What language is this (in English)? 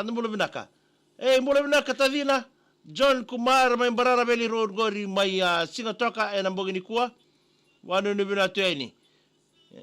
Fijian